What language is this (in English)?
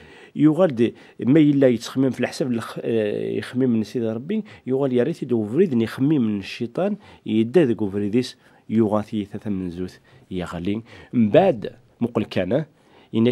Kabyle